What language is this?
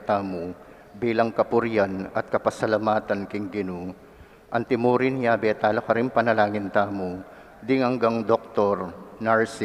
Pampanga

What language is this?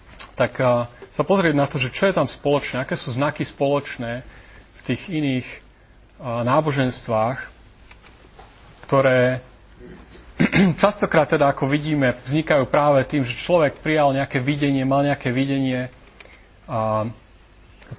Slovak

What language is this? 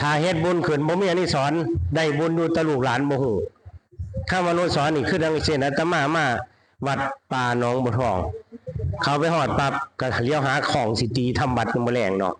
Northeastern Thai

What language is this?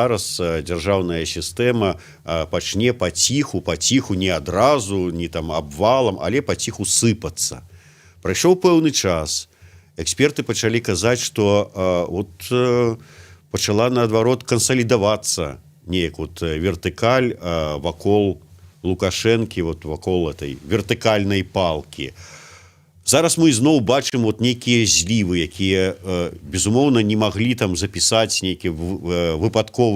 Belarusian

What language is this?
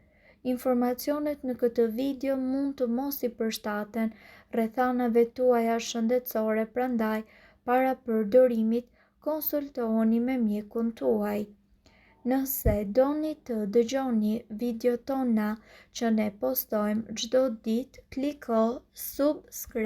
Albanian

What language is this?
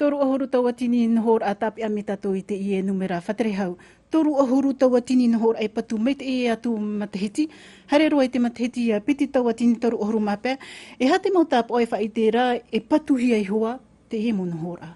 Tahitian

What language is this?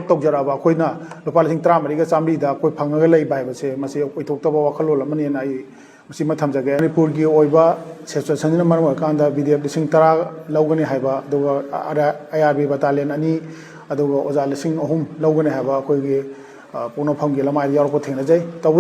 Manipuri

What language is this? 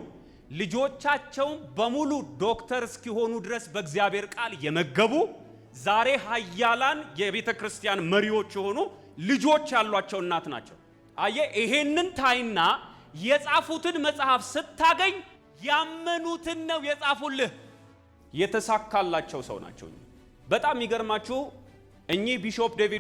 Amharic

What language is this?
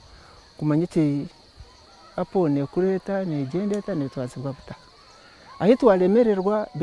Nyankole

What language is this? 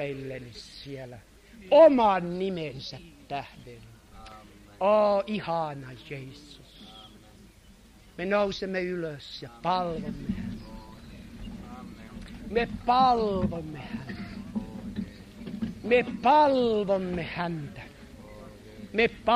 Finnish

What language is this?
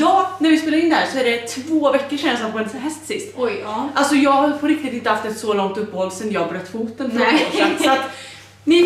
Swedish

